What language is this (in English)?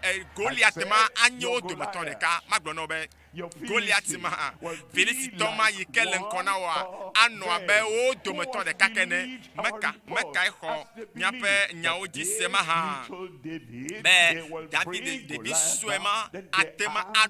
Ewe